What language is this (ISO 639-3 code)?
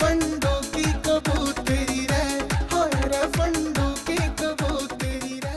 bgc